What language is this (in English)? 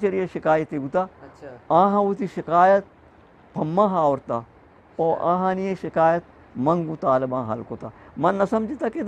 Eastern Balochi